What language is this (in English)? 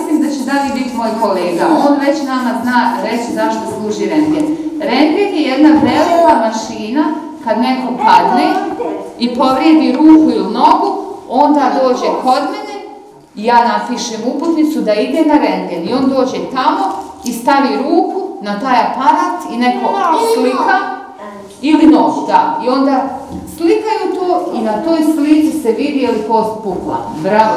Bosnian